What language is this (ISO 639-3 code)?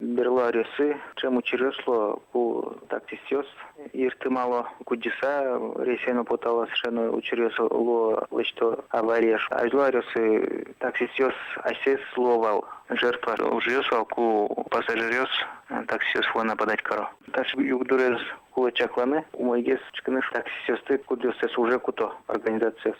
udm